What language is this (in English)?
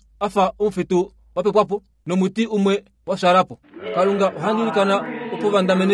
Kuanyama